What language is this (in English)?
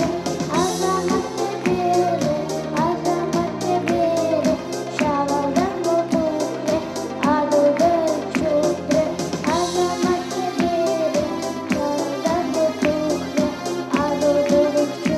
Chuvash